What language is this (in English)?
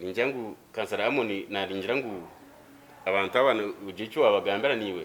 Nyankole